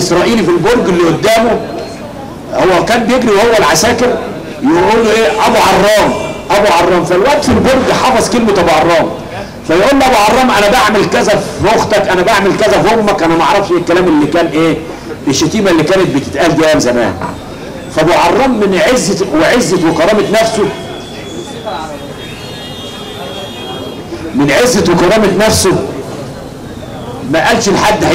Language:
Egyptian Arabic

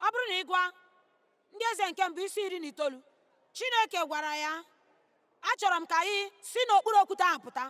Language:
Igbo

